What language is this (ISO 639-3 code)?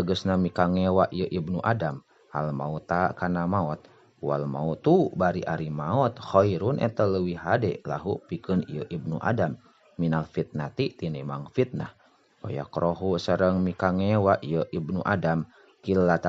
sun